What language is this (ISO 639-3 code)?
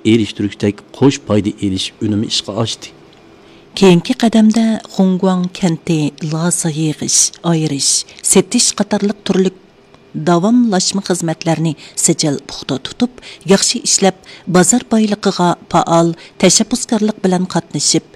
uig